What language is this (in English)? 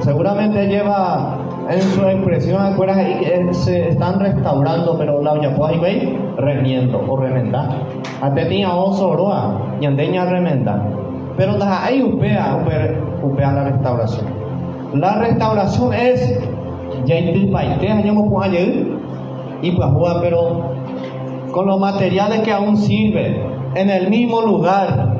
Guarani